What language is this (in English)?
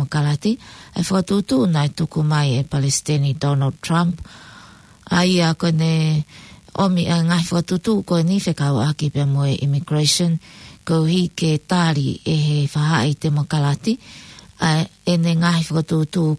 Tongan